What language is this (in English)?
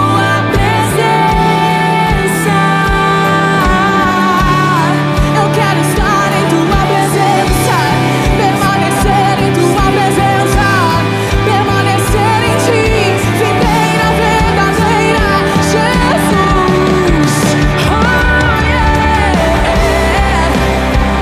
Portuguese